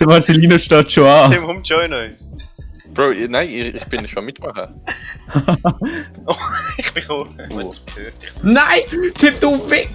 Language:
Swiss German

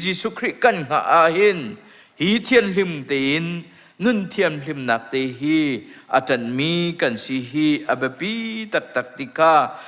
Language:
Hakha Chin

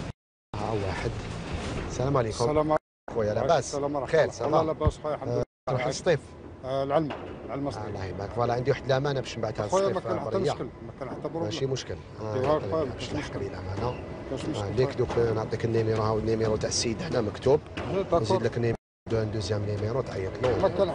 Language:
Algerian Arabic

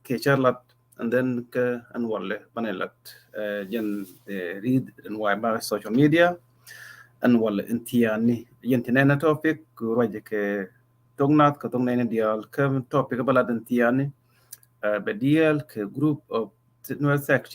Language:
Nuer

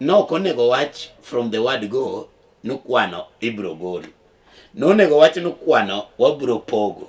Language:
Luo (Kenya and Tanzania)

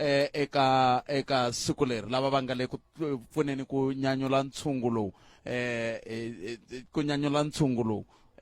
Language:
Tsonga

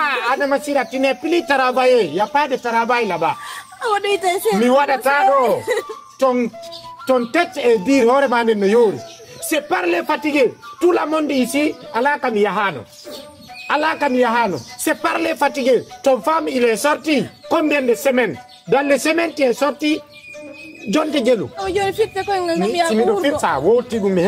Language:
Fula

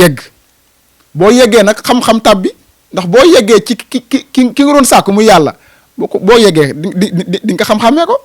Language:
Wolof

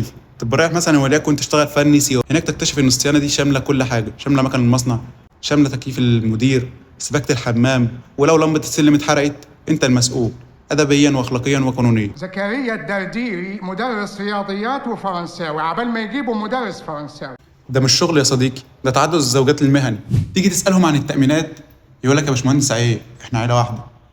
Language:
Egyptian Arabic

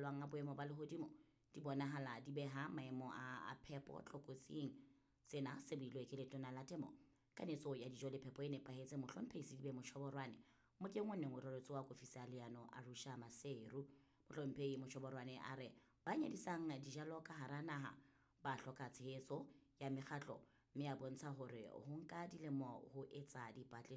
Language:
Southern Sotho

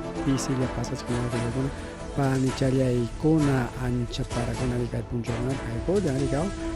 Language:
Ayacucho Quechua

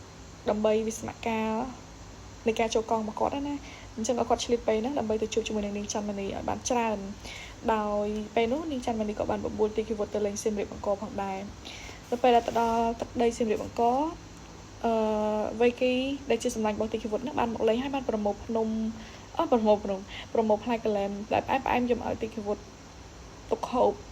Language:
Khmer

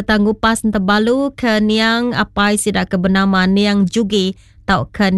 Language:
Iban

